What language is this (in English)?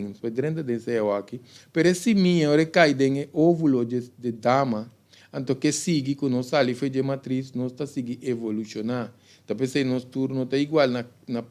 Papiamento